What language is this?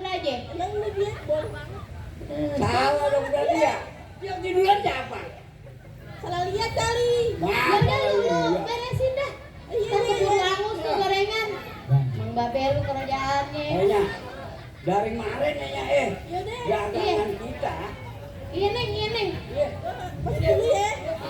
Betawi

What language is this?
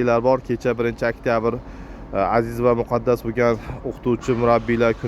Uzbek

